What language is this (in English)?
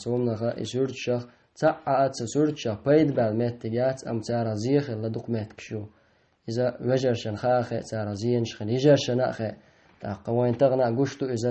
Chechen